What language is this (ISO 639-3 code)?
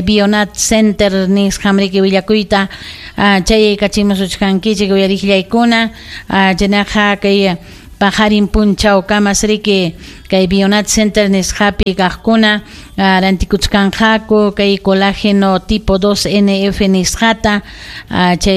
quy